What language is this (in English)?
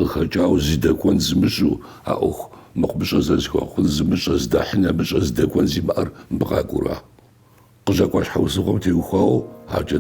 Kabardian